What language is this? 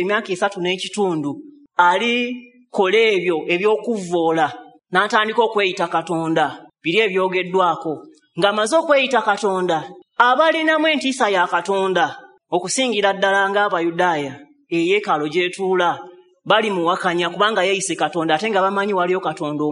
Ganda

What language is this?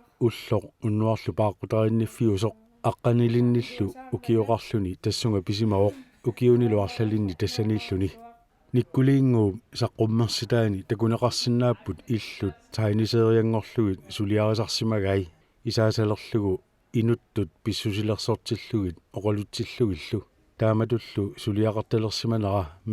Kalaallisut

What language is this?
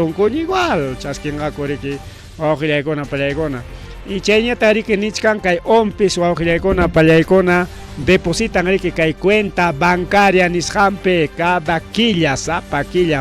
Ayacucho Quechua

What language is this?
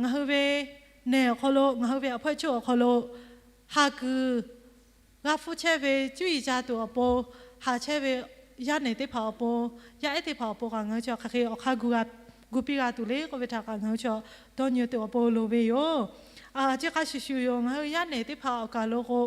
Lahu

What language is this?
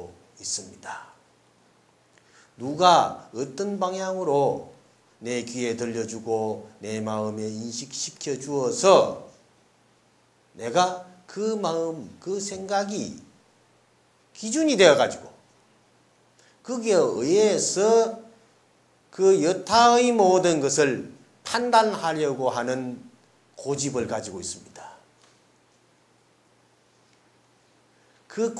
Korean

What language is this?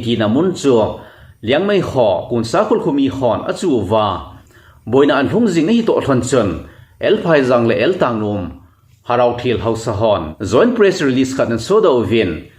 Thado Chin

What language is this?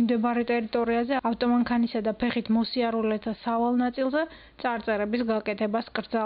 Georgian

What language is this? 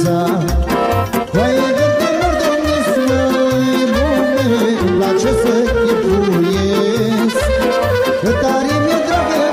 Romanian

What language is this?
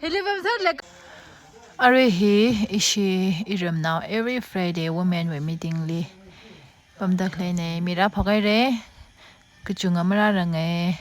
Tangkhul Naga (India)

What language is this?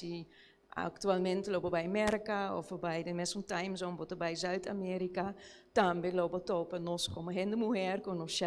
Papiamento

